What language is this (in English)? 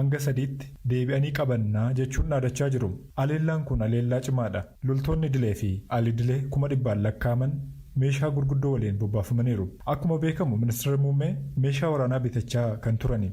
Oromo